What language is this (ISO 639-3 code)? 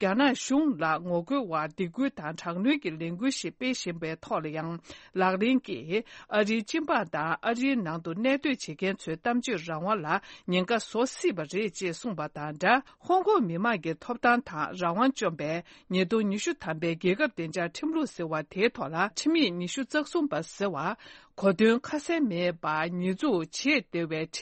bod